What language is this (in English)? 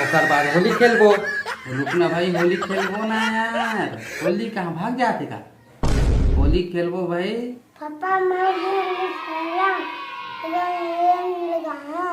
Chhattisgarhi